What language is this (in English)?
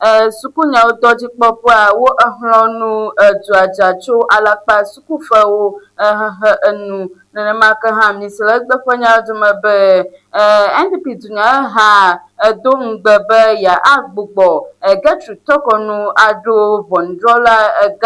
Ewe